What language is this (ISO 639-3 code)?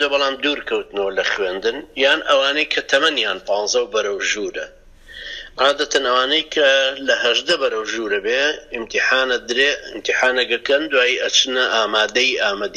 ckb